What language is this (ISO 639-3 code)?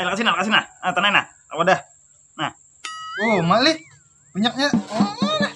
bjn